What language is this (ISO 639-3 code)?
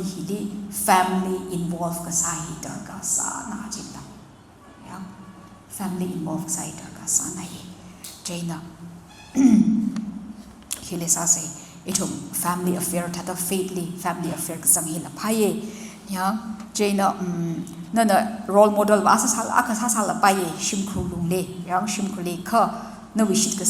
nmf